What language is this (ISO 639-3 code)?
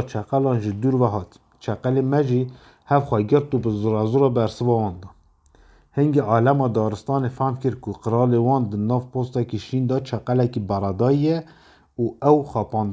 kur